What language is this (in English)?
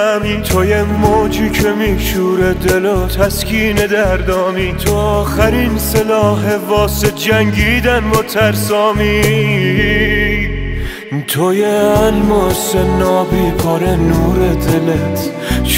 Persian